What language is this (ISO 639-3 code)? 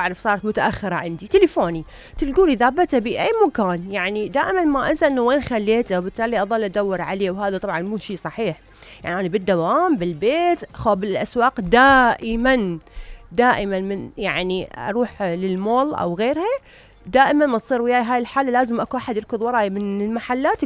acm